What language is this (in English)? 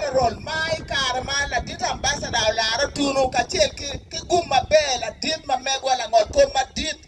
Acoli